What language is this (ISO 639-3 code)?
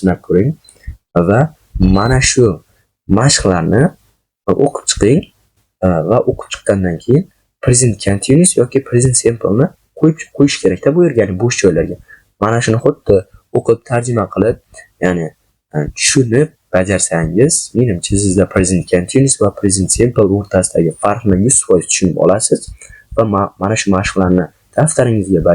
uzb